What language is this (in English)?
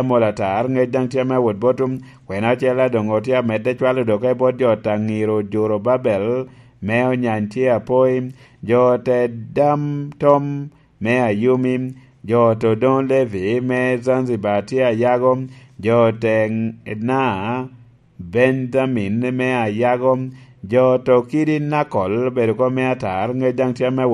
Lango (Uganda)